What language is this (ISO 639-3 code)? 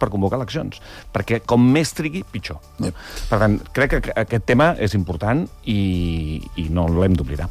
cat